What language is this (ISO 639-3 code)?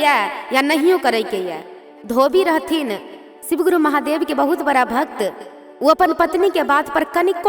mai